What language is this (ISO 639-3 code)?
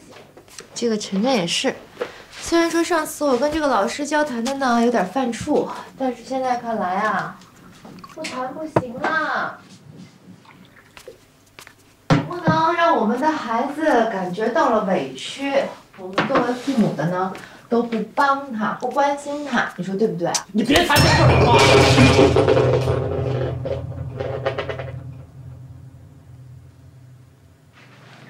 zho